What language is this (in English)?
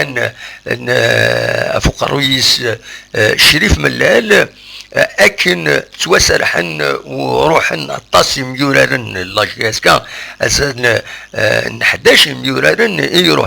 Kabyle